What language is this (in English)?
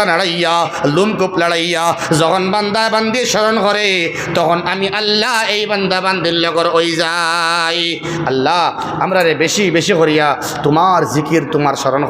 Sylheti